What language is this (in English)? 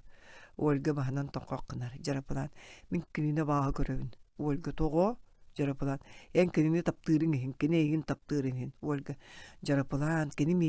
Yakut